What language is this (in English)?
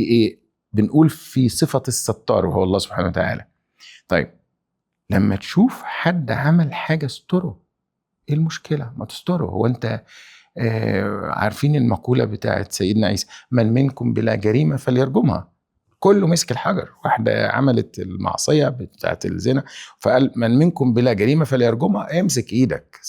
Egyptian Arabic